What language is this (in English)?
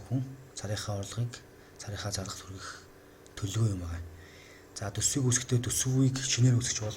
Mongolian